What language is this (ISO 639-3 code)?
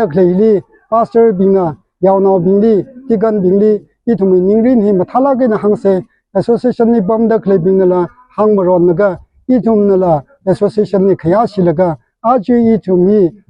nmf